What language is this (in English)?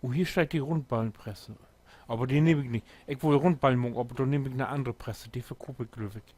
Low German